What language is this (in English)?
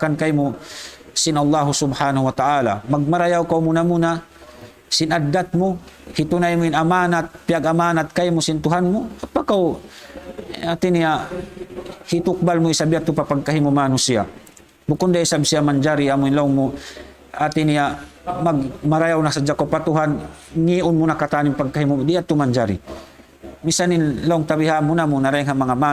Tausug